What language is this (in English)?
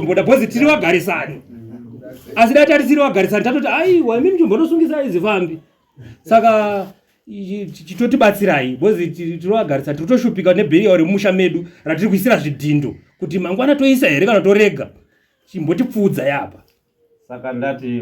Shona